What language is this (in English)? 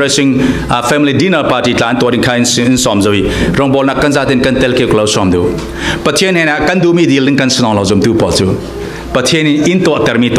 Falam Chin